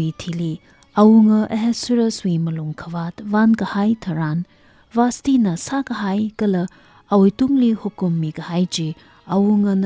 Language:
Tangkhul Naga (India)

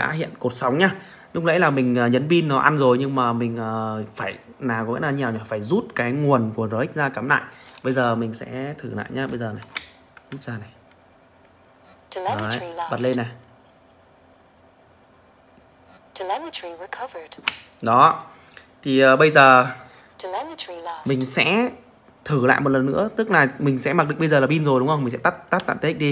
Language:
Vietnamese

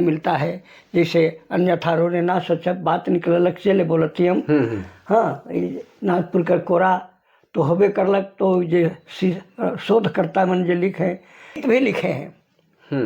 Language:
Sadri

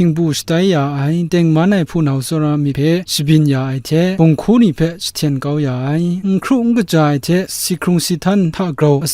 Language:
Kachin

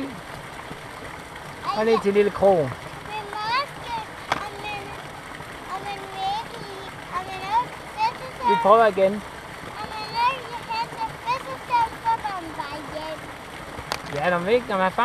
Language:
Danish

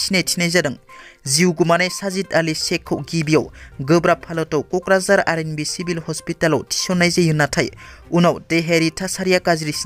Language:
Bodo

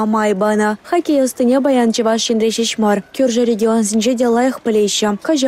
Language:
Chuvash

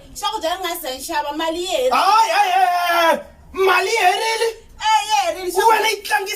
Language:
Tsonga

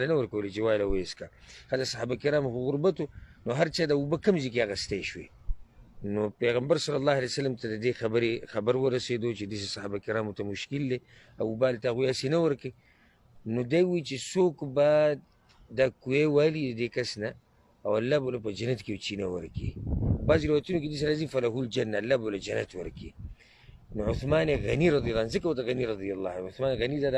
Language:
Pashto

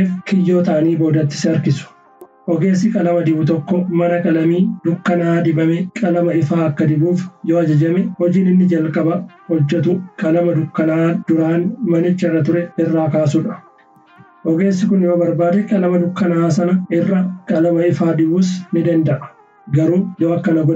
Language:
Oromo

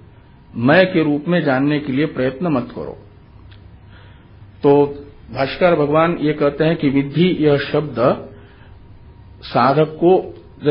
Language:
Hindi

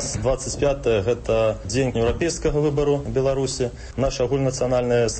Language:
Belarusian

